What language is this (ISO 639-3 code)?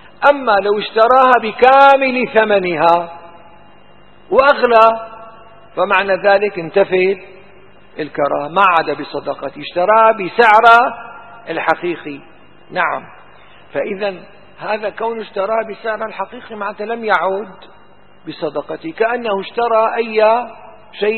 ara